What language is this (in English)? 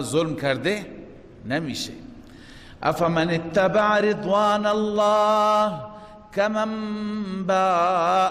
Persian